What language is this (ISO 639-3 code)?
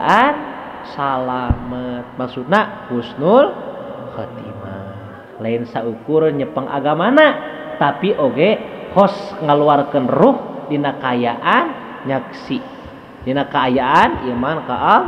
sun